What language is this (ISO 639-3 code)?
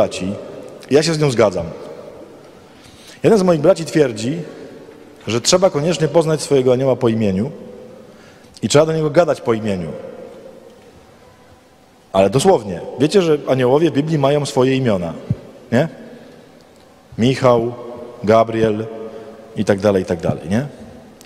pol